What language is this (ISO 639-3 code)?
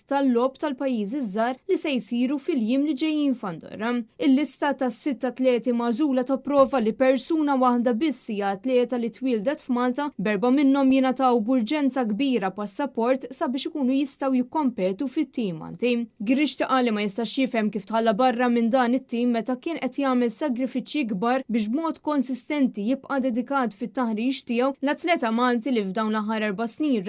mlt